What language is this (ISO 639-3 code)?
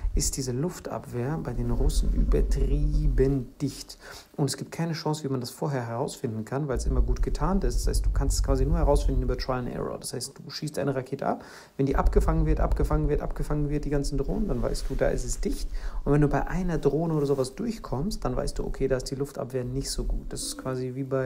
deu